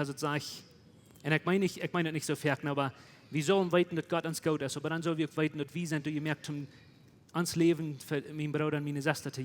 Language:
Plautdietsch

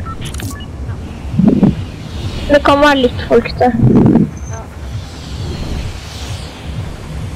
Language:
Norwegian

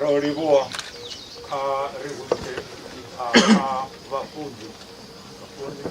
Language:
Venda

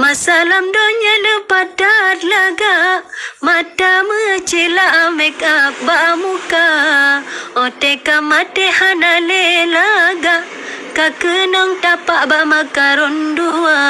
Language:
Achinese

